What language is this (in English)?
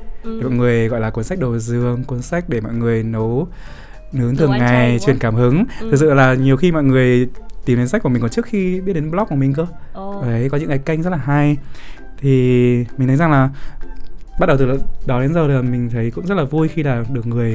Vietnamese